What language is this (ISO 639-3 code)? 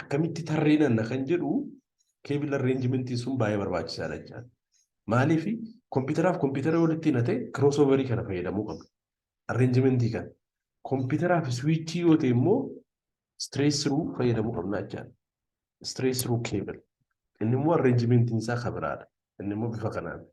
orm